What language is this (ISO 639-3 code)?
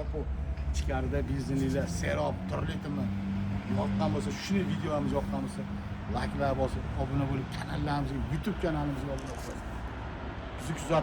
uzb